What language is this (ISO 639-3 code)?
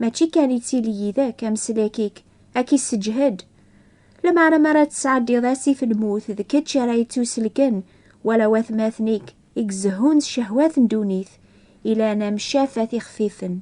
kab